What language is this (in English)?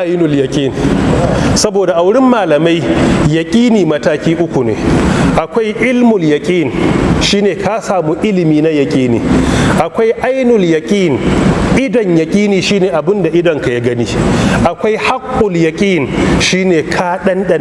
Hausa